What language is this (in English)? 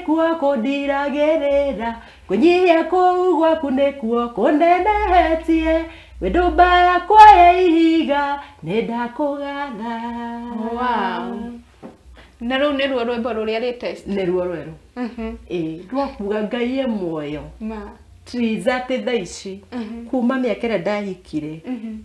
Kikuyu